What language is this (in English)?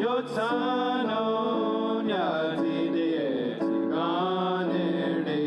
Mohawk